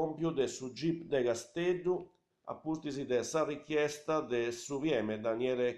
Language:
Sardinian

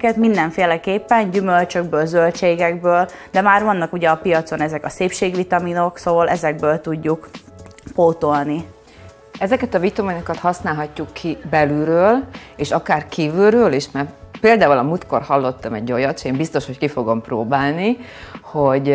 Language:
Hungarian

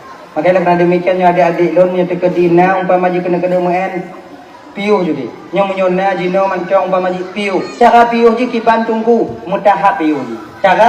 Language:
Achinese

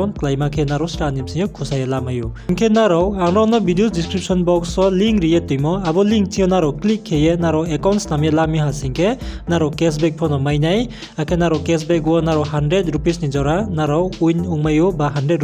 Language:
Riang (India)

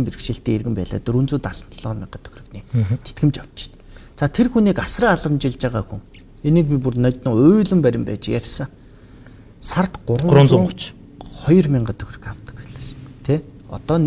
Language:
Mongolian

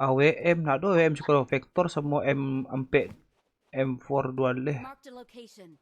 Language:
Minangkabau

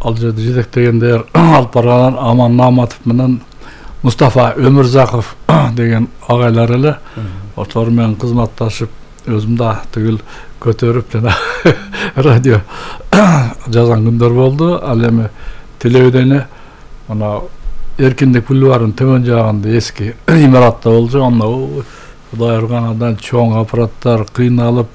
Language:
Kyrgyz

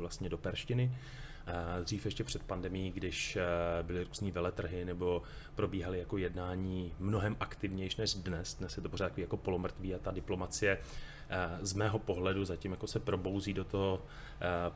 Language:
Czech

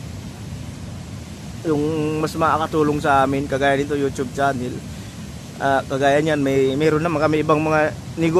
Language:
Filipino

